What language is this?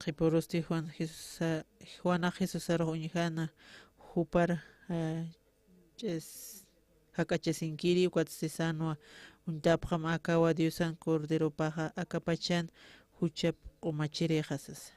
Aymara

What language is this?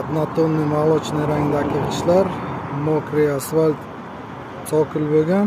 Uzbek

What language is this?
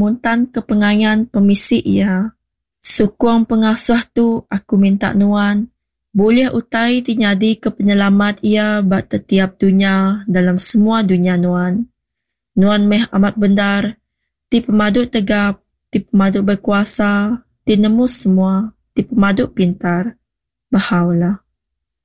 Iban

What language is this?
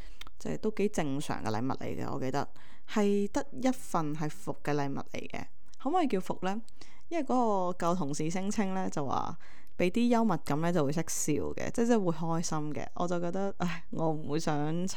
Cantonese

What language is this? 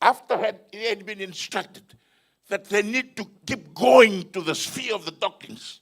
Fijian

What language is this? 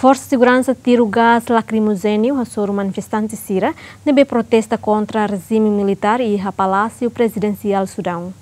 Tetum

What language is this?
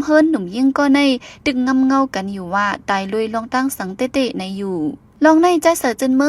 Shan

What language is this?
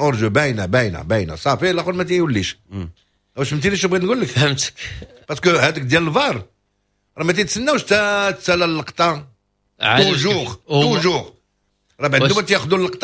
Moroccan Arabic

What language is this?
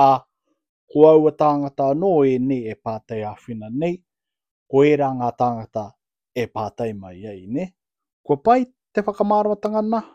Māori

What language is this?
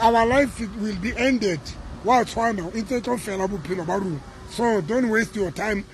Southern Sotho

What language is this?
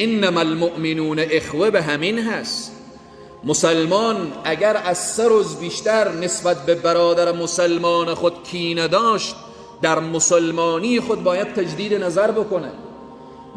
Persian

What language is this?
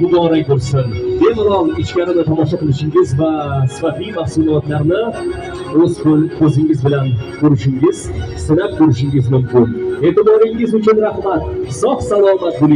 Uzbek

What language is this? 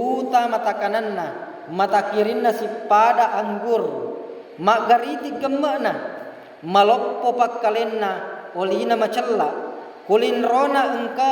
Buginese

